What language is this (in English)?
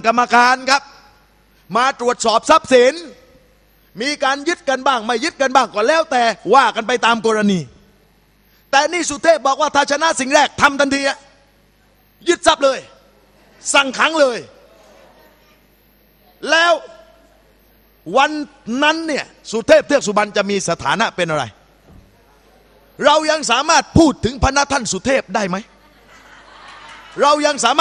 Thai